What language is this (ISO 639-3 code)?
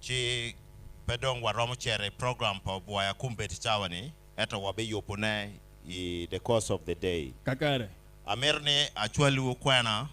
ach